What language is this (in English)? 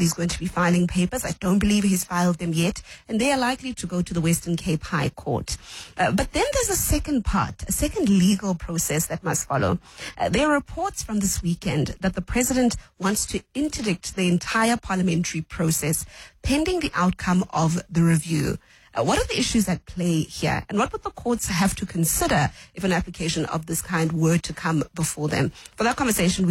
English